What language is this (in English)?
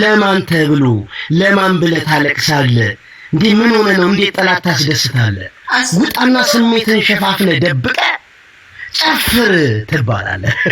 Amharic